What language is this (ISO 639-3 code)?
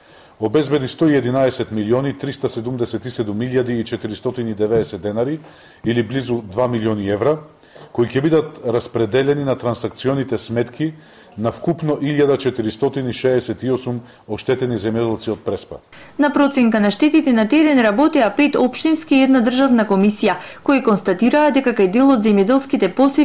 mkd